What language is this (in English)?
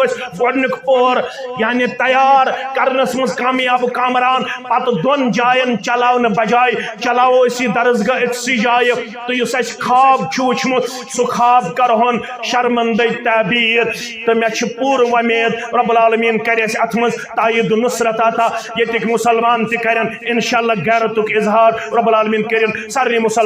Kashmiri